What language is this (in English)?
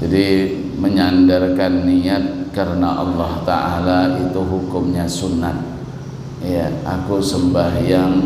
Banjar